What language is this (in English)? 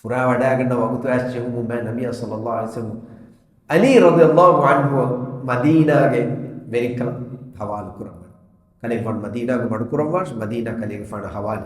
Divehi